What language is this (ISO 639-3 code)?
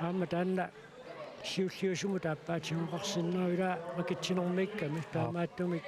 kal